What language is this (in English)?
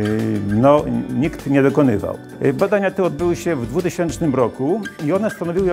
Polish